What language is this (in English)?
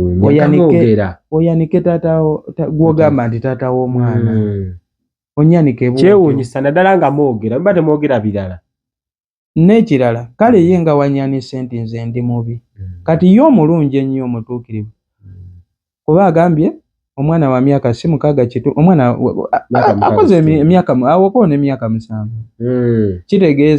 Ganda